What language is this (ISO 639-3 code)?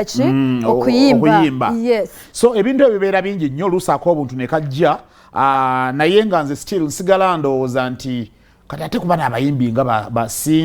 lug